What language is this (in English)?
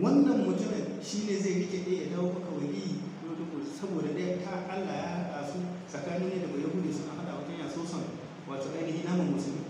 Hausa